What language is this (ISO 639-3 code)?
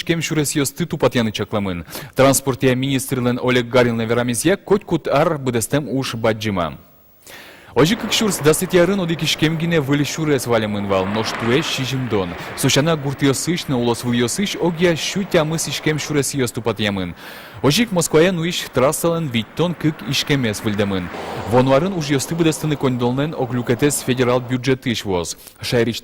udm